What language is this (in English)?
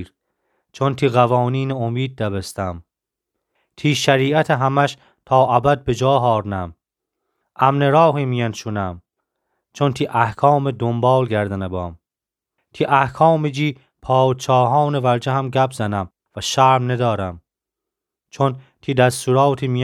Gilaki